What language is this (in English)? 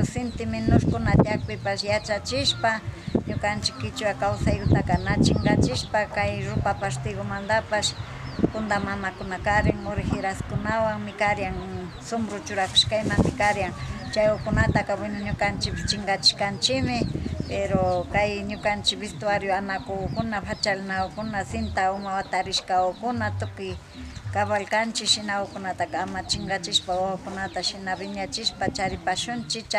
Imbabura Highland Quichua